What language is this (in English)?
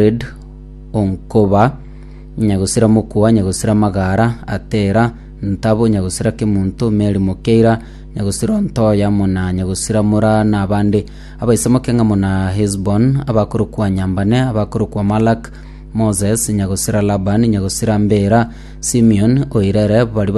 Gusii